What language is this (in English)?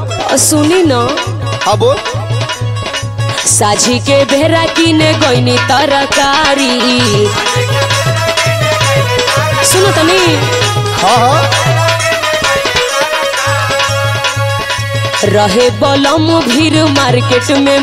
Bhojpuri